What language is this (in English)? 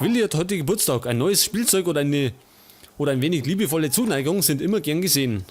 Bavarian